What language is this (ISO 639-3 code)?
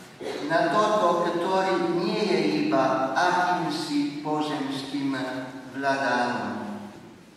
slk